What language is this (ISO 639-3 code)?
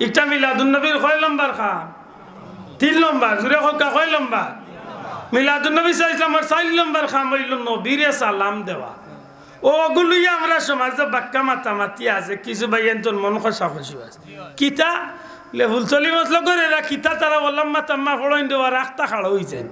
syl